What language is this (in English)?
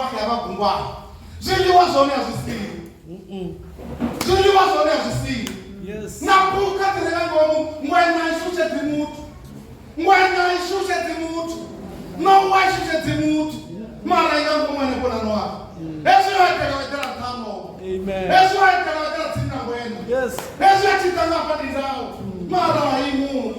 Venda